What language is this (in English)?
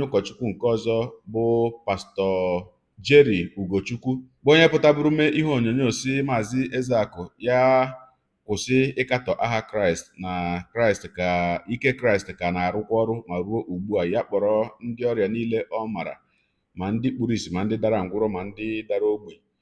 Igbo